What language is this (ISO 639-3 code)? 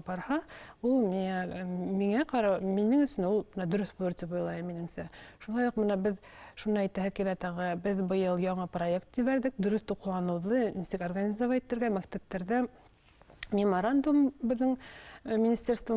bak